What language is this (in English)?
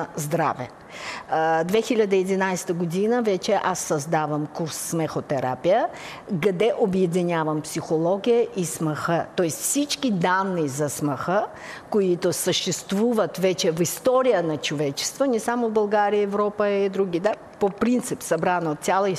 Bulgarian